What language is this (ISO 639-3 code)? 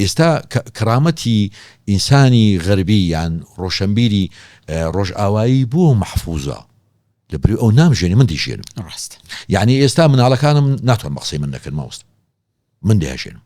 ckb